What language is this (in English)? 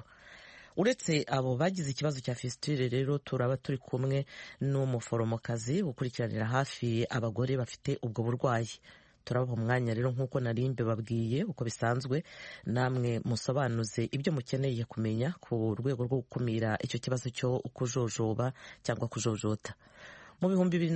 Kinyarwanda